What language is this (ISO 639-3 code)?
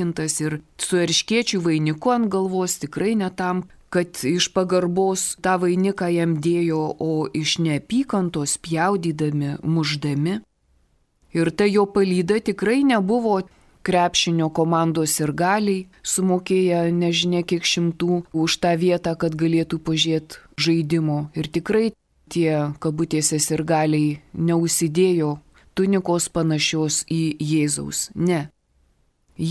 lit